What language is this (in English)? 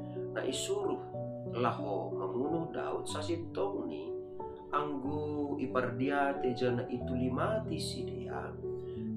Batak Simalungun